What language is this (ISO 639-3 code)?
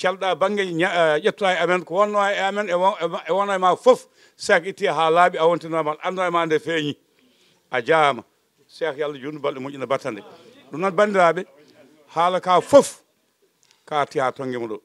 ful